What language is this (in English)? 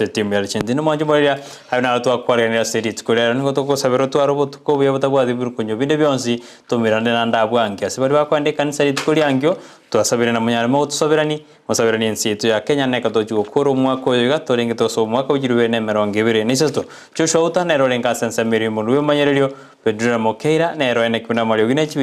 Gusii